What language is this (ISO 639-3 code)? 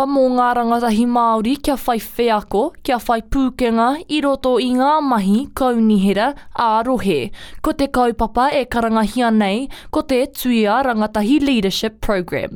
mri